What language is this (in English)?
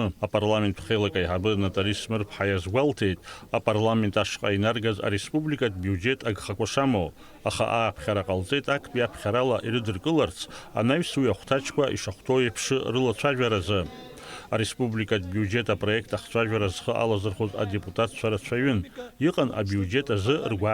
Abkhazian